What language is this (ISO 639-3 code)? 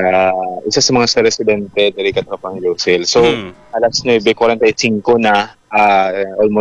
hil